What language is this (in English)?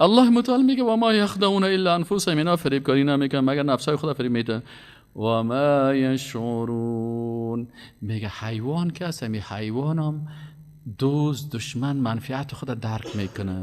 Persian